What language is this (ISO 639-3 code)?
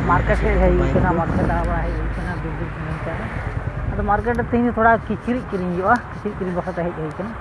sat